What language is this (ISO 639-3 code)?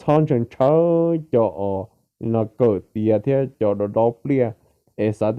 hmn